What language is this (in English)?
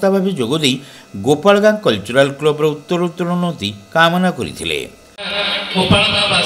Odia